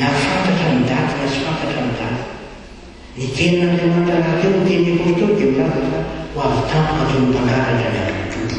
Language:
Malagasy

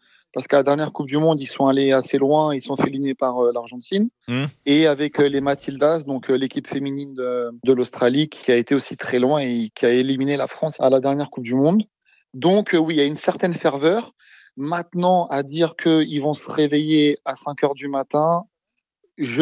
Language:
French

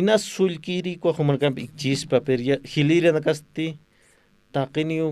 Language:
Aymara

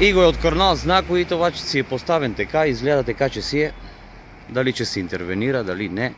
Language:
Macedonian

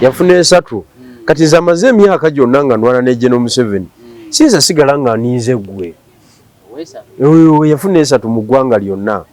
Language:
Ganda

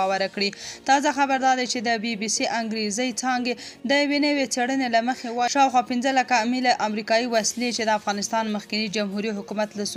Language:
Pashto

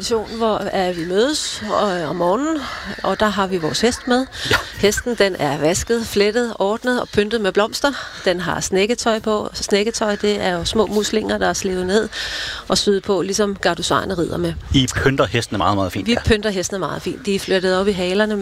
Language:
Danish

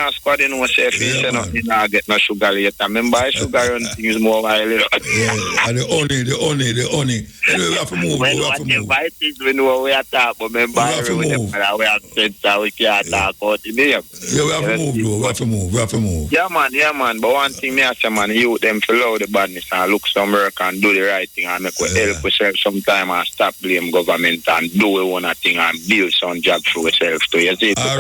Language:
Jamaican Creole English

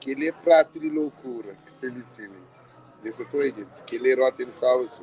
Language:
Kabuverdianu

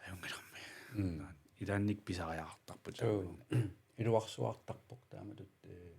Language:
Kalaallisut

